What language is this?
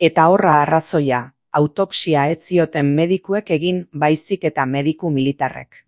Basque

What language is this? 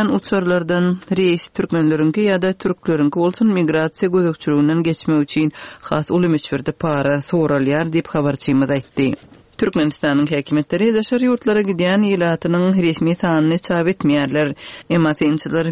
Turkmen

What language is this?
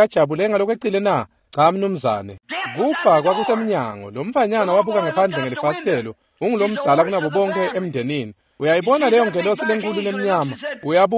Swati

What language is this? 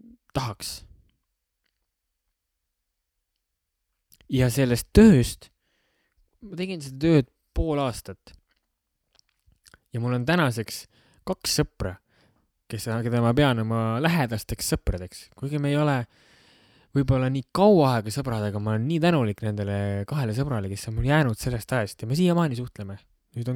Estonian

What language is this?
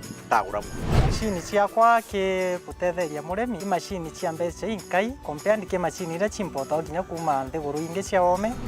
Meru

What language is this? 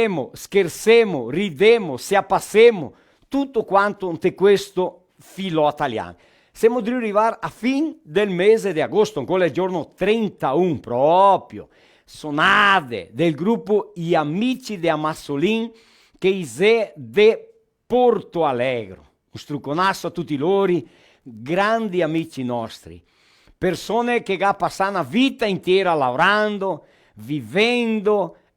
Venetian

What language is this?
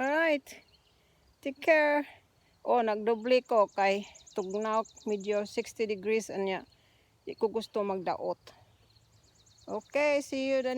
Cebuano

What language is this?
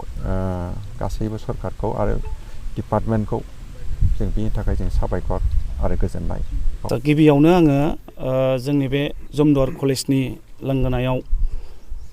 Bodo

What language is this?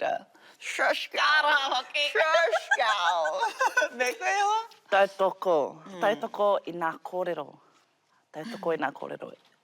Māori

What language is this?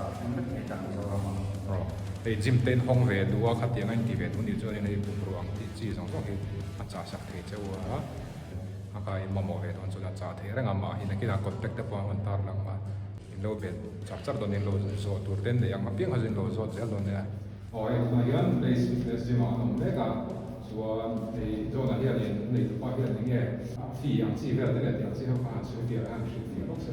Mizo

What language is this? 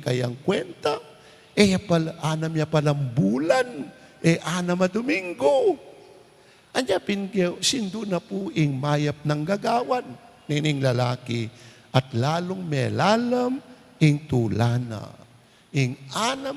Pampanga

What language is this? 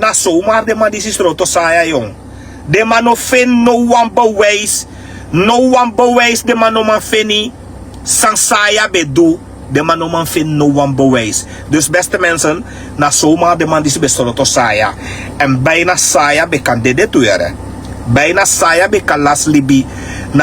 Sranan Tongo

